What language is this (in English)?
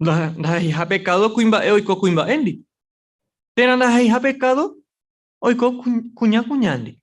Guarani